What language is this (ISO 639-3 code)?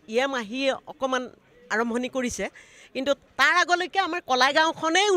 asm